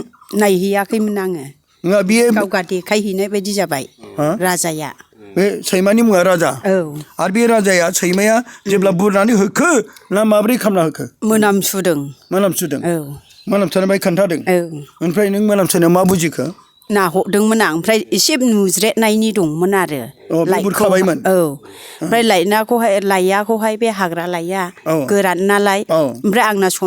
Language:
Bodo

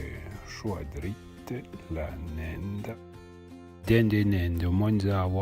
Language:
Arpitan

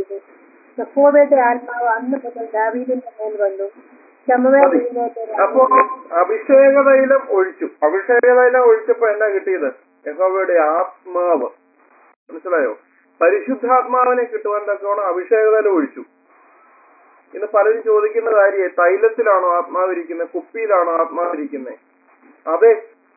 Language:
Malayalam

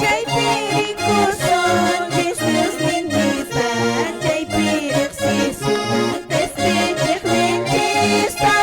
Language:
Quechua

